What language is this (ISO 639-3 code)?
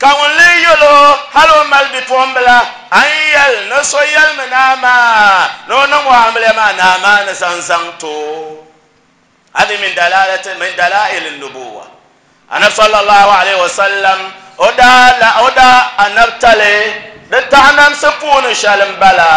dag